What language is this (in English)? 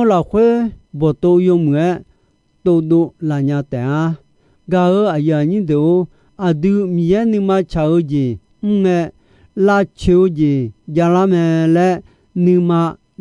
Akha